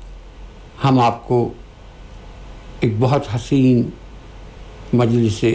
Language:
Urdu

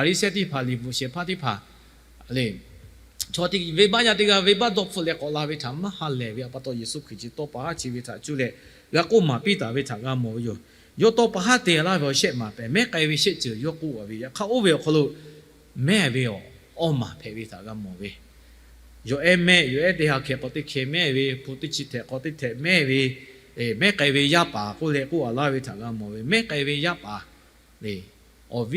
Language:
Lahu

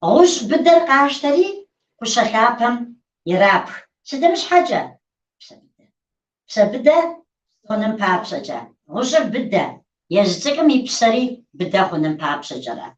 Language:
Kabardian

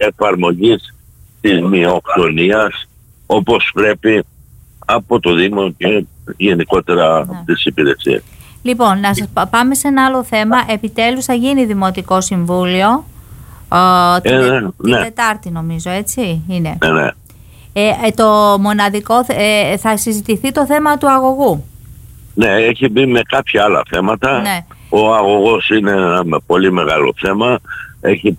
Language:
Greek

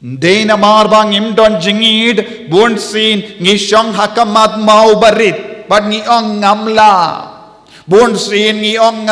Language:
Khasi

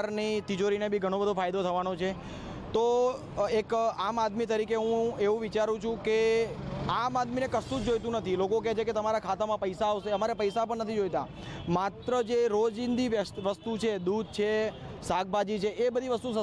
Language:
Gujarati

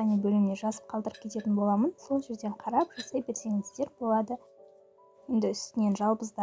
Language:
Kazakh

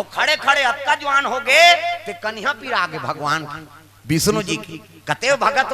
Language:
Chhattisgarhi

